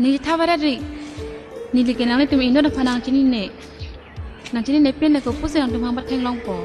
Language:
Karbi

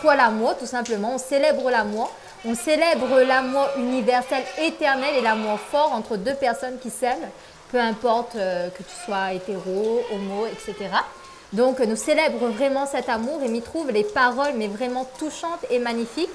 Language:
Réunion Creole French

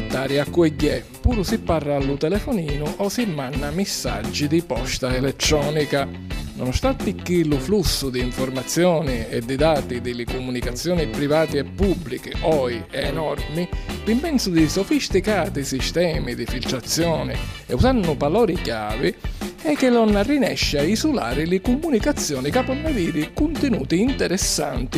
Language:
Sicilian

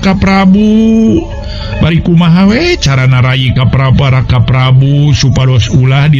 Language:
Sundanese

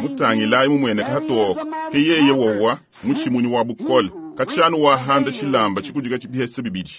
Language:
Luba-Lulua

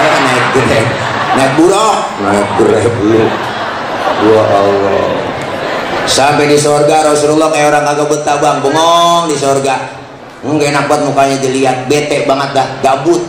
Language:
Betawi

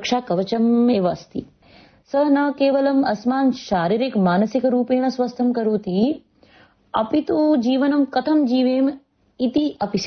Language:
Sanskrit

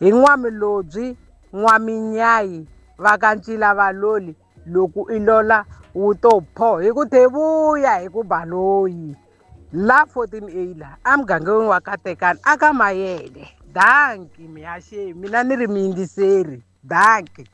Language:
Tsonga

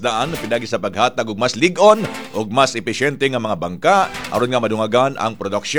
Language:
Cebuano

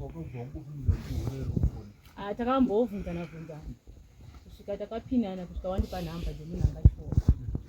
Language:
Shona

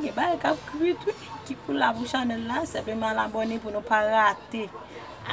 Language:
Haitian Creole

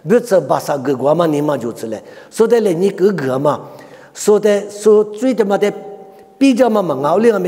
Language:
Lisu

